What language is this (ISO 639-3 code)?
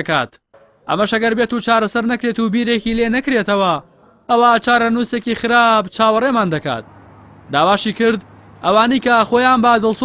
ckb